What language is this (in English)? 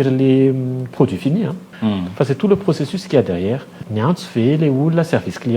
Malagasy